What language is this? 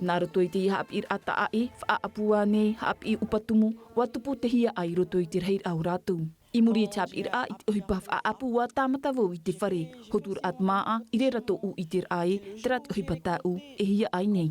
Tahitian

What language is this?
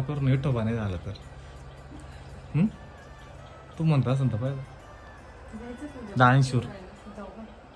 Marathi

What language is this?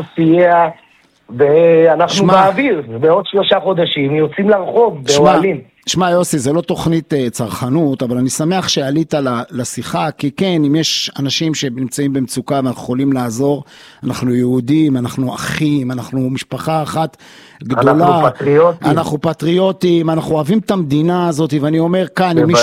Hebrew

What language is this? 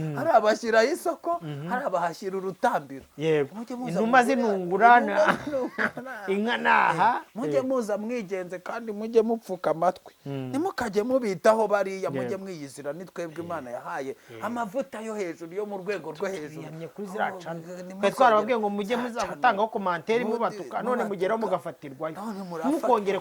Kinyarwanda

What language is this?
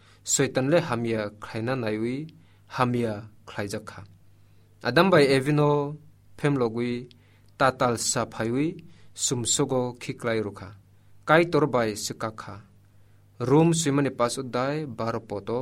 Kok Borok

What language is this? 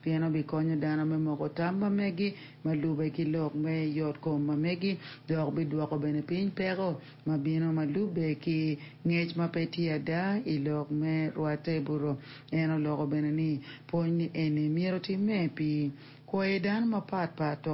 Acoli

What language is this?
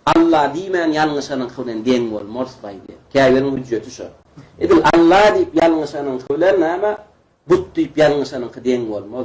Turkmen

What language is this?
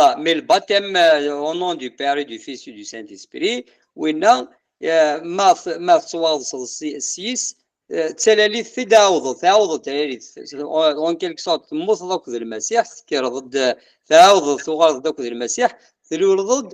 Kabyle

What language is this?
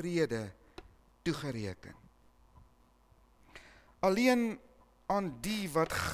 Afrikaans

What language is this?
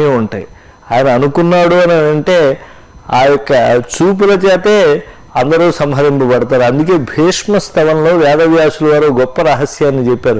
Telugu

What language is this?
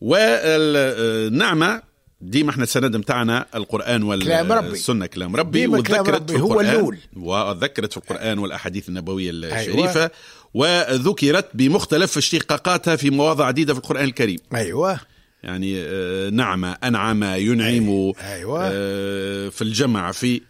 Tunisian Arabic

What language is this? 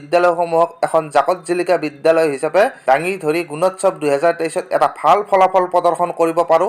Assamese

